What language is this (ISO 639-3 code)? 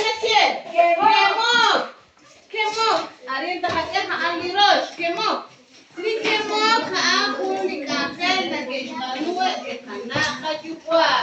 kek